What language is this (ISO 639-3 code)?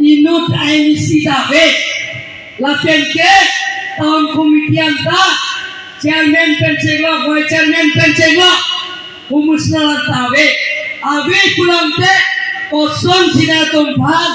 mjw